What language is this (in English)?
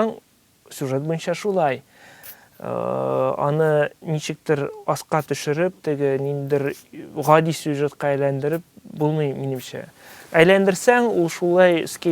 Tatar